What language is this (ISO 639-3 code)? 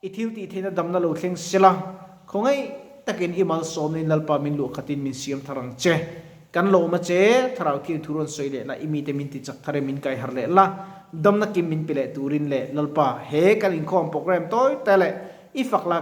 lus